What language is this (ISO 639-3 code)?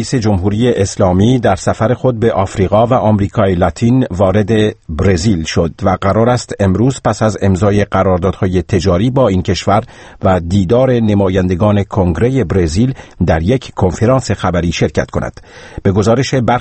fas